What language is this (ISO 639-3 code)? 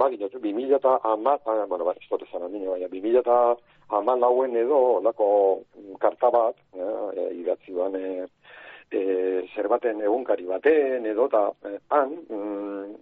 eus